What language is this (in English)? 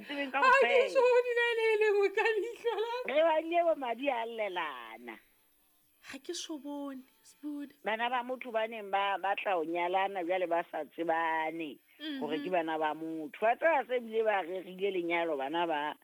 Southern Sotho